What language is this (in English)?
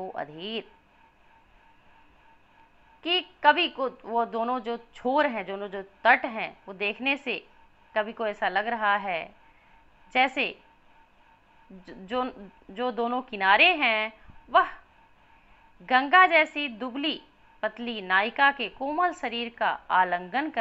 Hindi